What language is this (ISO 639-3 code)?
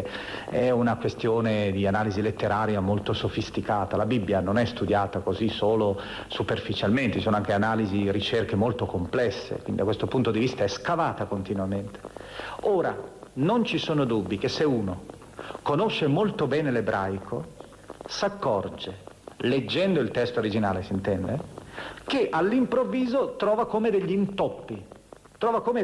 ita